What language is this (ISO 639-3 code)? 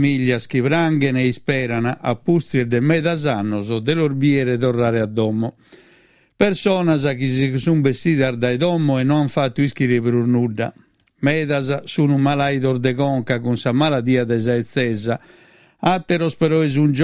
srd